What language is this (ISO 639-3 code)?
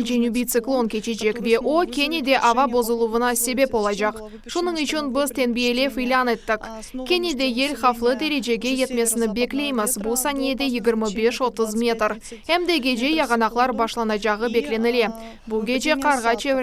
crh